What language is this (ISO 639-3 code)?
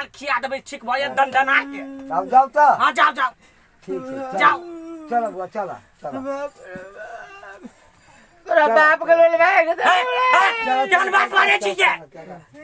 mai